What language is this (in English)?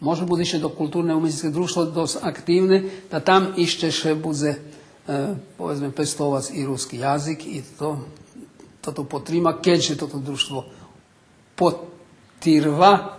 Rusyn